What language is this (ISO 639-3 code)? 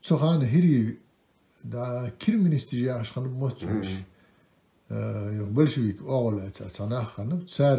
inh